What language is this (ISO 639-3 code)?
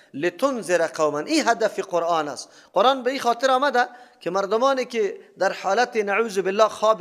fas